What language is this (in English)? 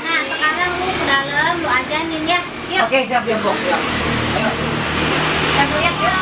Betawi